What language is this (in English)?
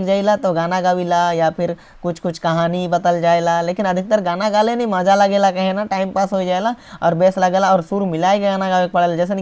Sadri